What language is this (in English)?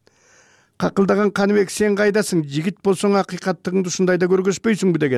Kyrgyz